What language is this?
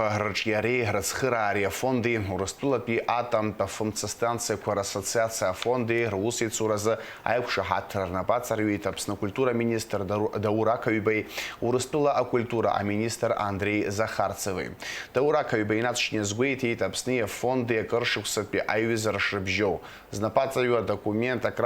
Abkhazian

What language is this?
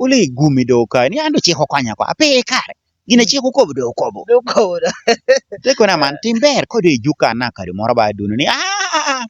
Lango (Uganda)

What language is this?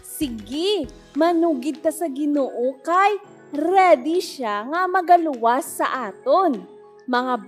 Hiligaynon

